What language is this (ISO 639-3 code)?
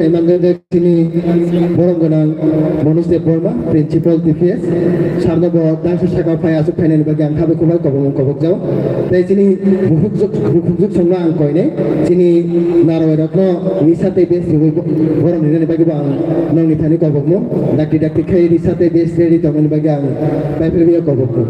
trp